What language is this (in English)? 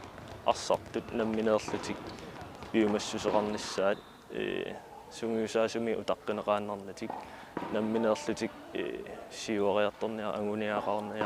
Kalaallisut